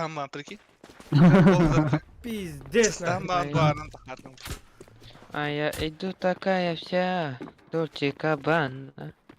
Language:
Yakut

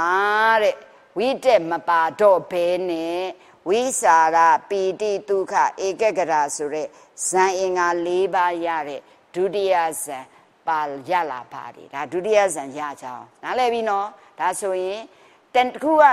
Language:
Burmese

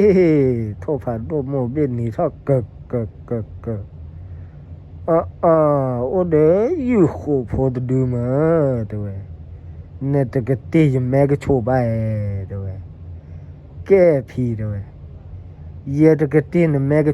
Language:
S'gaw Karen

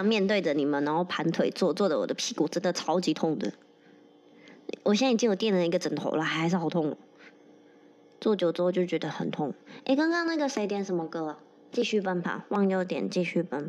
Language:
Chinese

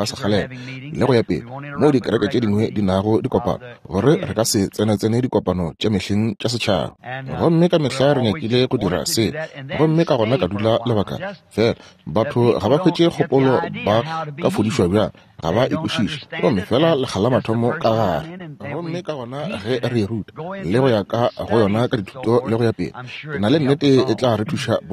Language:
Northern Sotho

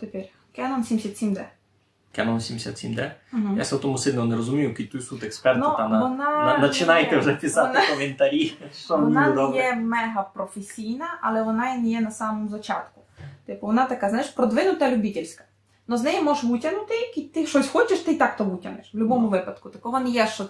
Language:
Rusyn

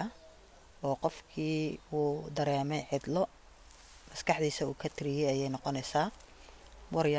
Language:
Somali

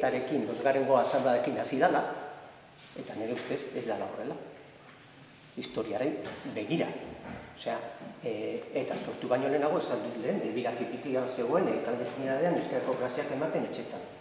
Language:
Basque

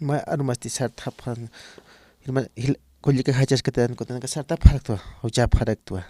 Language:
Aymara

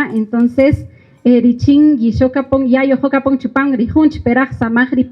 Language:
Kaqchikel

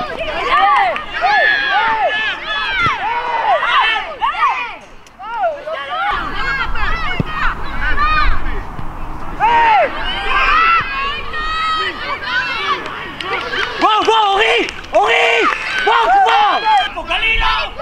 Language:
Hebrew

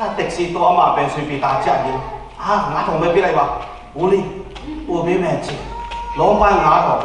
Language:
Tedim Chin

